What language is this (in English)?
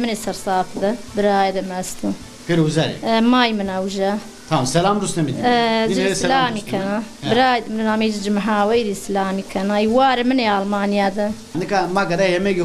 Zaza